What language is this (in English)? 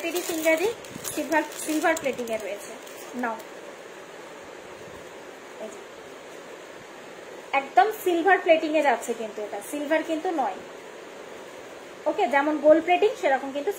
Bangla